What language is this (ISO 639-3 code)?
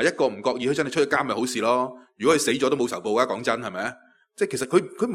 yue